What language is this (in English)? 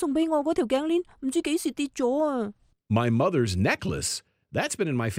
Cantonese